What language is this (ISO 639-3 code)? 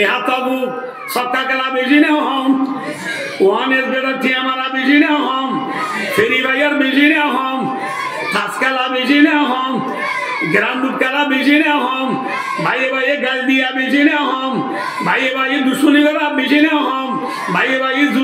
rhg